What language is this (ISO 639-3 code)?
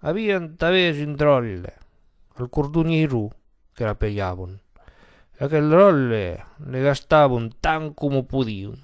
oci